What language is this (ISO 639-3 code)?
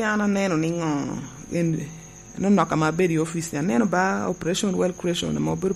laj